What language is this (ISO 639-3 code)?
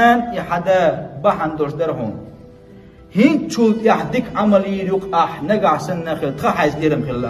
che